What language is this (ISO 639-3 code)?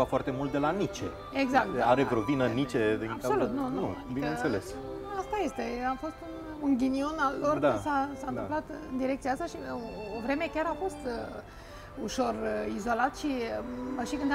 ron